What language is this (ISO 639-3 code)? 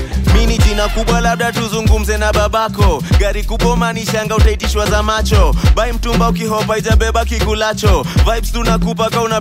swa